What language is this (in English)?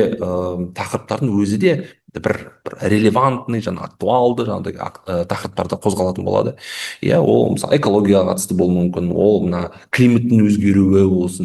Kazakh